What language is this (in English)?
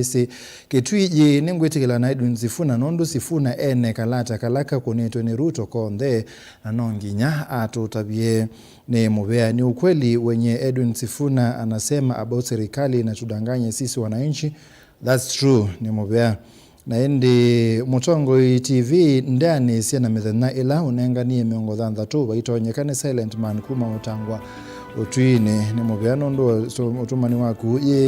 Kamba